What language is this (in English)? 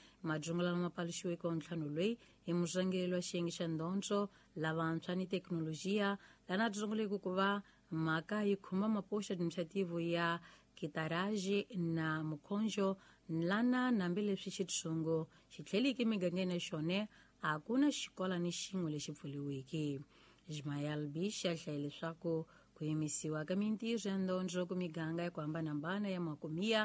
Tsonga